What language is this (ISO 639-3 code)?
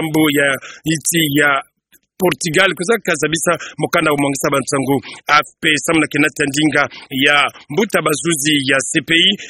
ktu